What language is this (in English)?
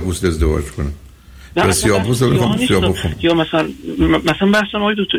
Persian